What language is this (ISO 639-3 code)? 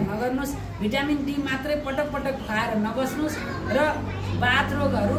nep